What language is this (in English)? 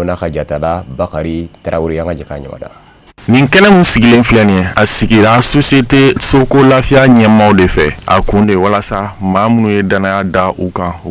Bambara